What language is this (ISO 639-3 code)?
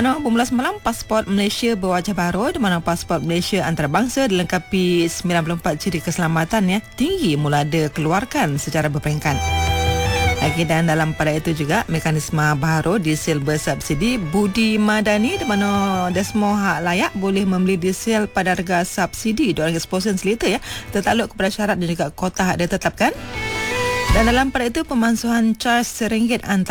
msa